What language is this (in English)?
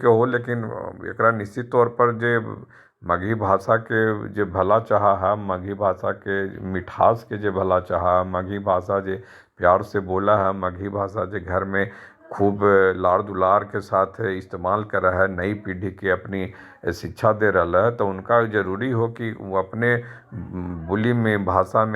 Magahi